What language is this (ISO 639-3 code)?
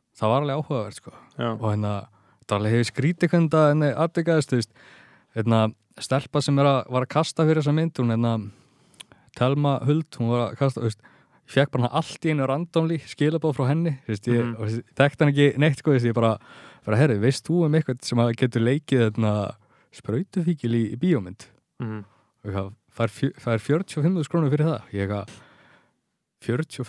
isl